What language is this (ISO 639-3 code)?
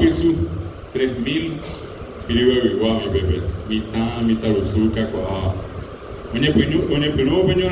grn